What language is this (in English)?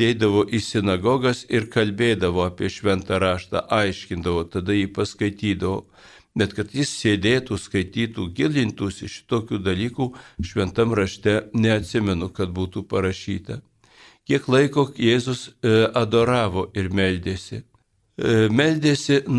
Lithuanian